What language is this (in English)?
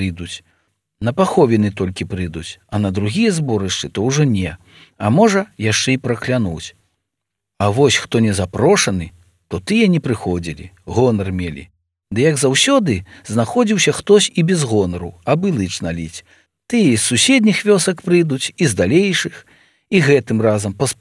Belarusian